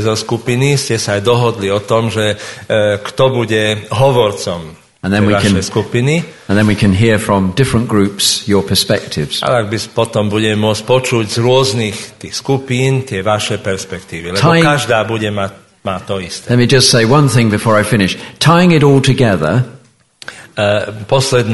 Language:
Slovak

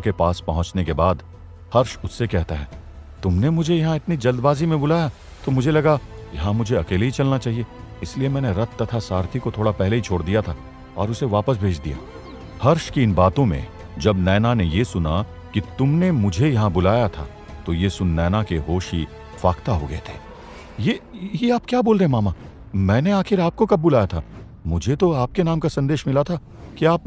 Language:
Hindi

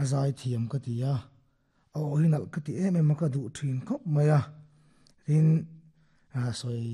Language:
Mizo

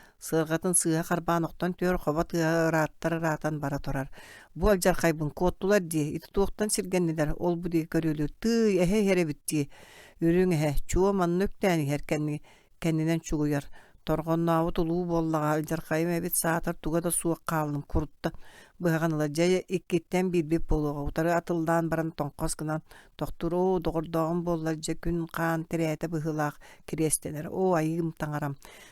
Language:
Yakut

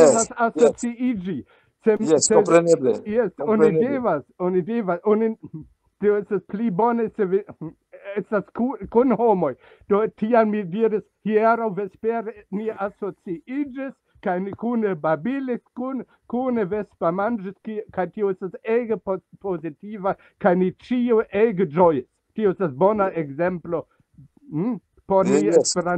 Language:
Esperanto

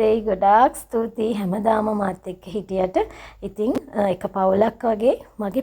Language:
Sinhala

